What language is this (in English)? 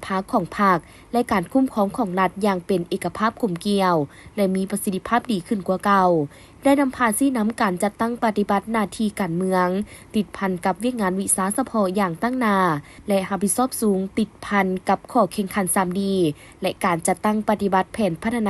Lao